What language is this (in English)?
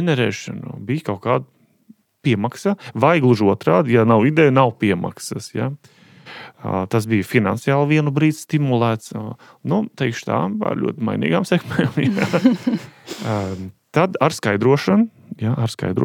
Latvian